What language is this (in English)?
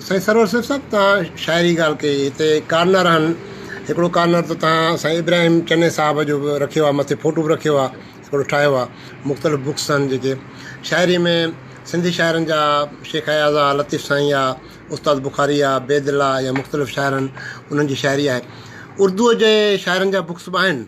Sindhi